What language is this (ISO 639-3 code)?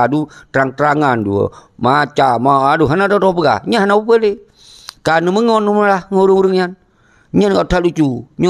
ace